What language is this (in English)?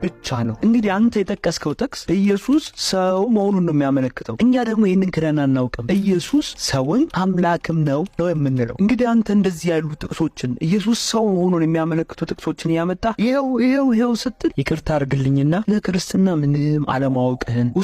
Amharic